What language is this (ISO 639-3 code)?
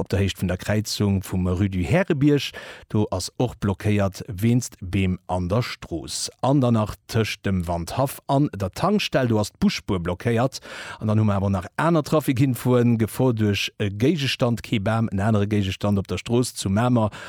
ltz